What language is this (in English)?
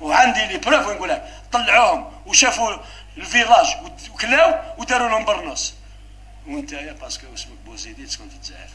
Algerian Arabic